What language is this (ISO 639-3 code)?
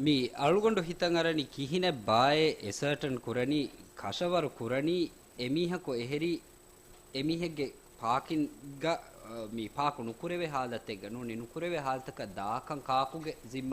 div